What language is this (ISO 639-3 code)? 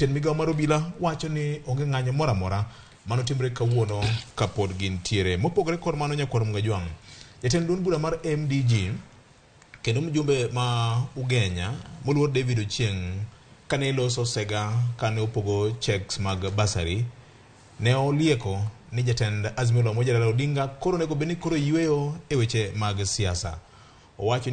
luo